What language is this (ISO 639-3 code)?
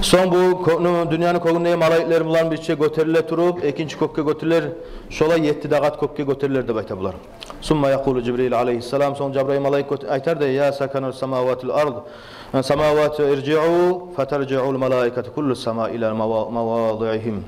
kum